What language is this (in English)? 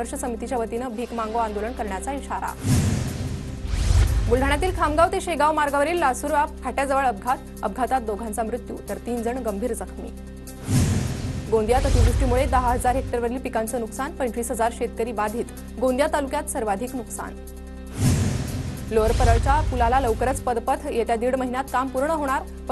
Marathi